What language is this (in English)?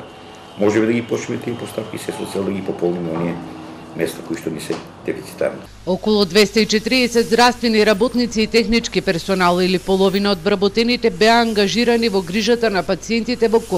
Macedonian